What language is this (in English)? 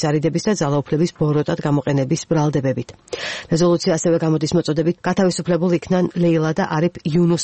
Georgian